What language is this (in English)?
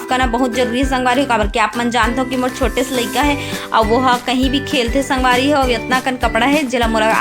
Chhattisgarhi